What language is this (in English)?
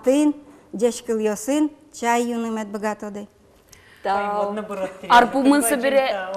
Udmurt